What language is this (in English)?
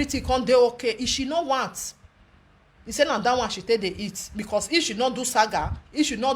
Nigerian Pidgin